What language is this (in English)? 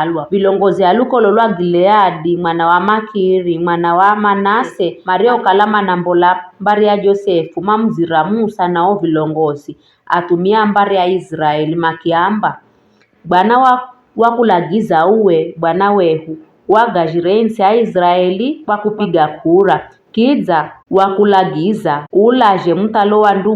Giryama